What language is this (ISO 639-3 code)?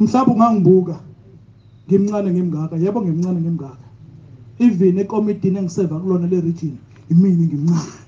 zul